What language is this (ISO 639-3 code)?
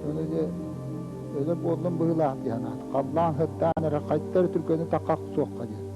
sah